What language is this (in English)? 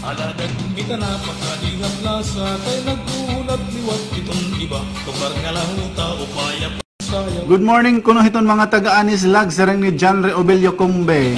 Waray